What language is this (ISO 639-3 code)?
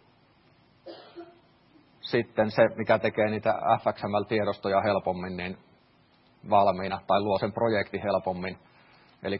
fin